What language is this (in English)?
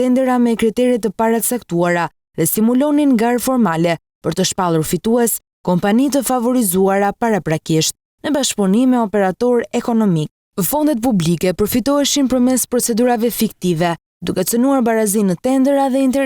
Albanian